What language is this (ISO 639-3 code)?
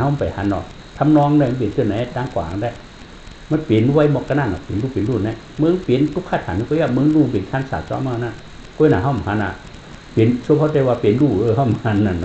shn